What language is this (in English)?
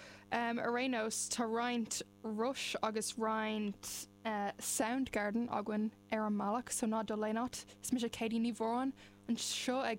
Irish